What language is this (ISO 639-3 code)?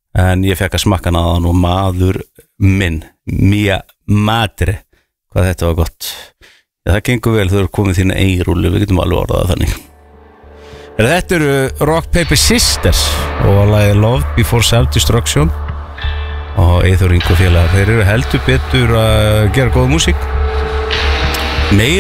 isl